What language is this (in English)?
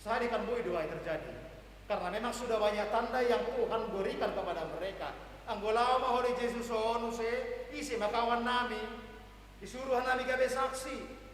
Batak Simalungun